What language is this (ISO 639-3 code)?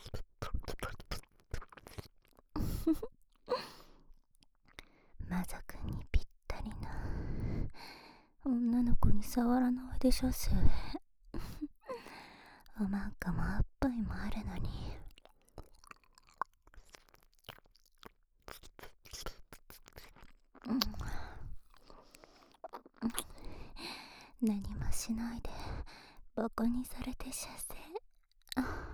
jpn